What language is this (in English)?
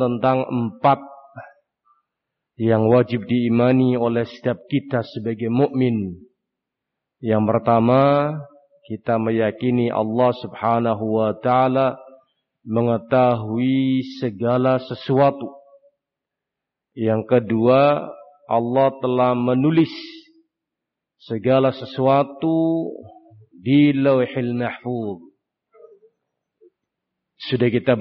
Indonesian